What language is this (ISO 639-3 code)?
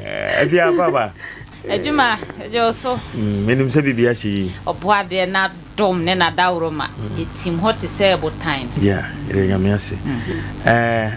aka